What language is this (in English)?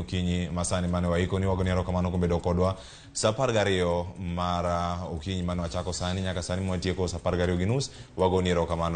Luo (Kenya and Tanzania)